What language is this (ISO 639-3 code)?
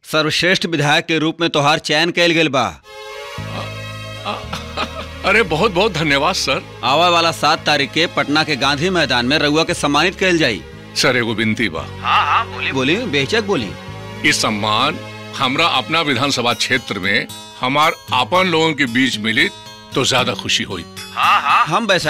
bho